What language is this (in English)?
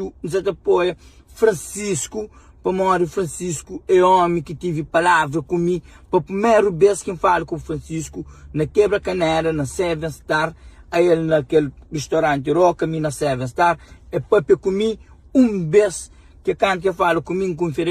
Kabuverdianu